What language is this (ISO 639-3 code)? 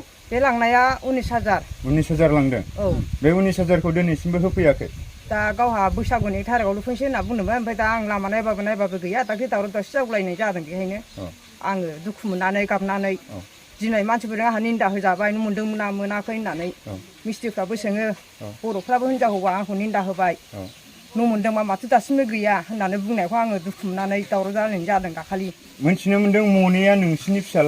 brx